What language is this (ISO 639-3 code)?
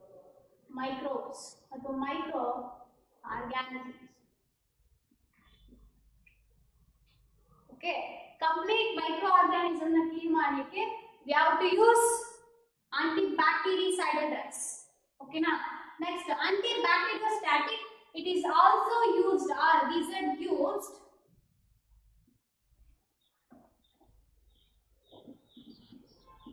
kan